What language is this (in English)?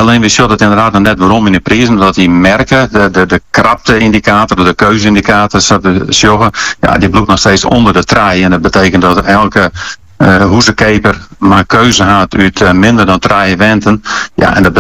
Dutch